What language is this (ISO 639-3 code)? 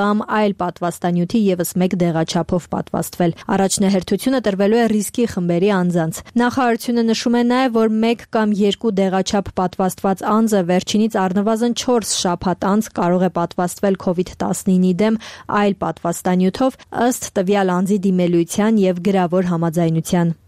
hye